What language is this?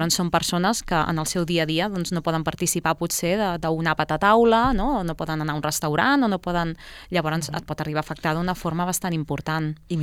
Catalan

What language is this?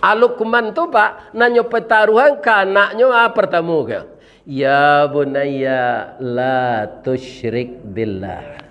Minangkabau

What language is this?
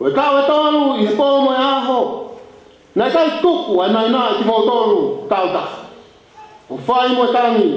Tongan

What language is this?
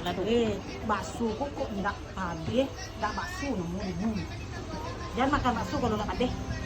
Minangkabau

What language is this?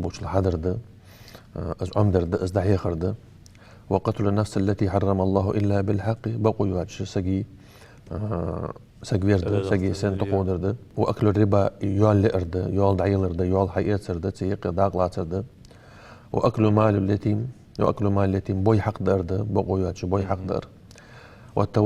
Ingush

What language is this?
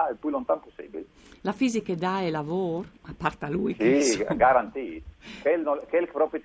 Friulian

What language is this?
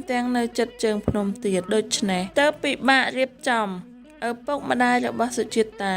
Khmer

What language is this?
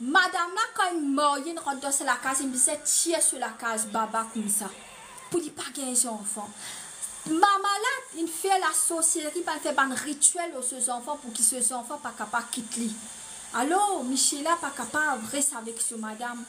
Morisyen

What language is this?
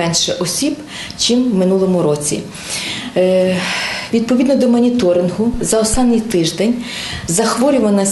Ukrainian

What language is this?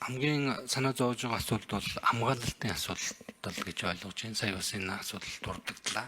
Mongolian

